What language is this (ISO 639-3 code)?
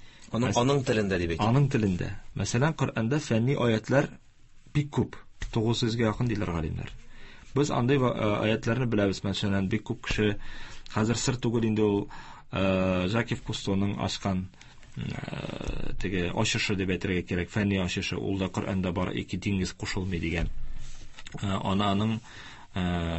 tat